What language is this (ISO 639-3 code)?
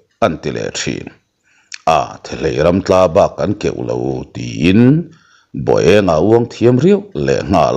lus